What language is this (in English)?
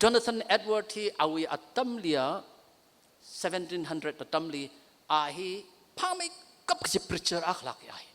Tangkhul Naga (India)